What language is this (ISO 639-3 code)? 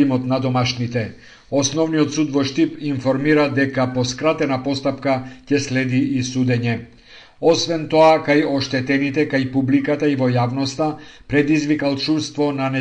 mkd